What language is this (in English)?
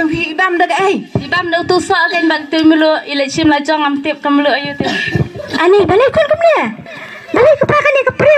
Khasi